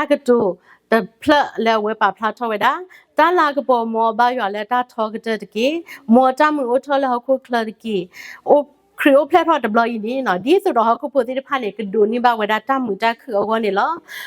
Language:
S'gaw Karen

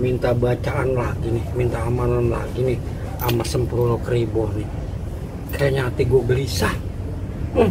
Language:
Betawi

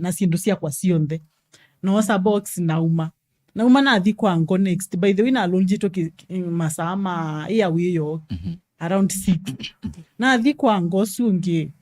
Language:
Kamba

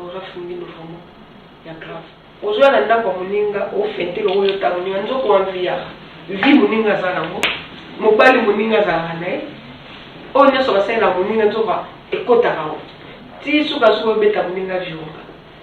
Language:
Lingala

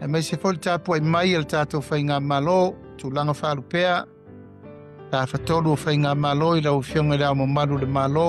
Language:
Samoan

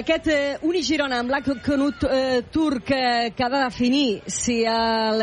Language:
Catalan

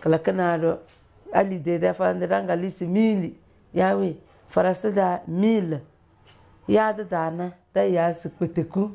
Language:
Tem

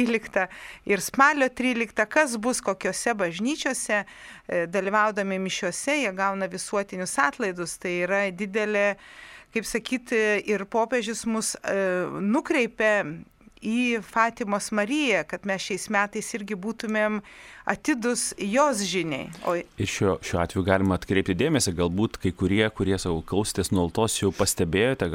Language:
Lithuanian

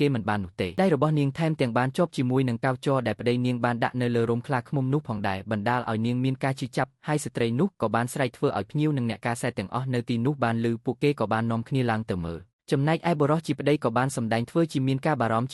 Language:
Khmer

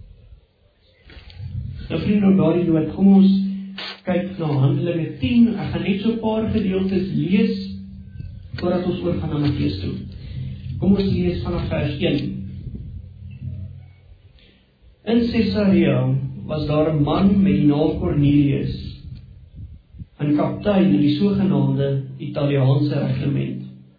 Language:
Afrikaans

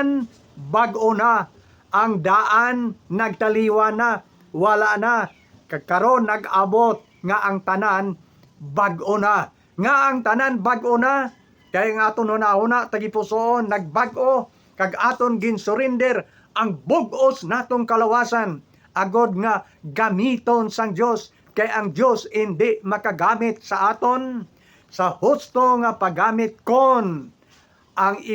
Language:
Hiligaynon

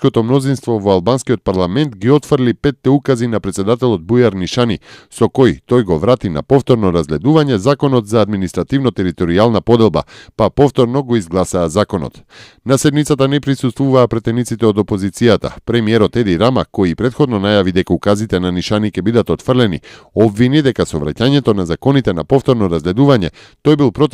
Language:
Macedonian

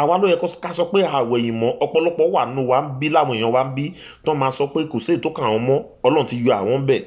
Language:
Yoruba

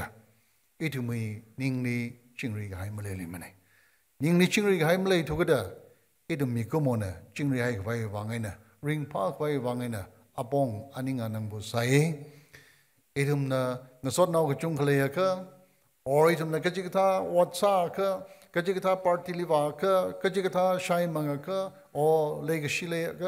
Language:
Tangkhul Naga (India)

